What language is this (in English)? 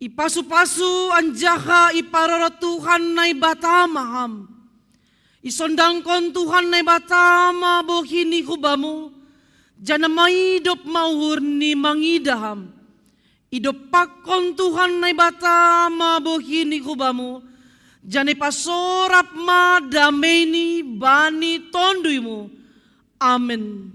Batak Simalungun